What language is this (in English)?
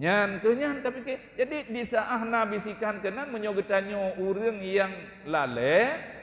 Achinese